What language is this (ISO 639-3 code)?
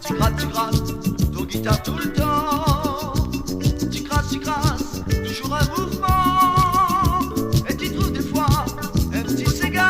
mfe